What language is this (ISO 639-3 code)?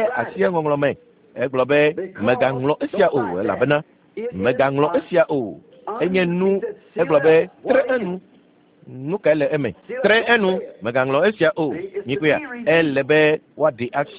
ewe